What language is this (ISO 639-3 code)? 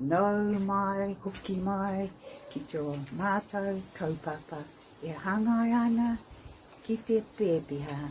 mri